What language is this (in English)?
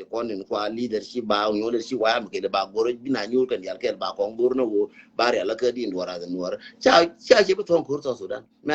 Nuer